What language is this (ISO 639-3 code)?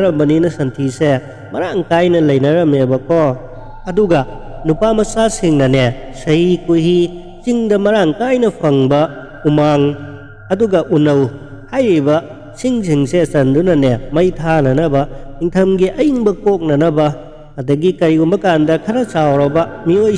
mni